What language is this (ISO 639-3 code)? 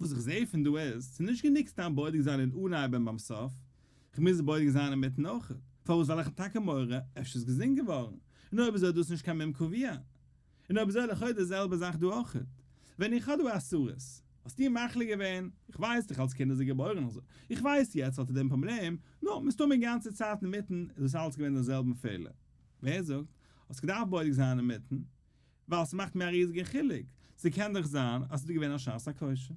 yid